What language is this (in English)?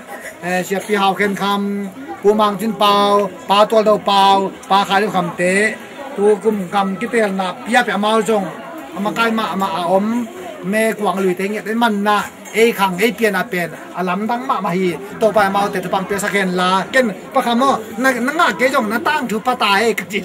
Tedim Chin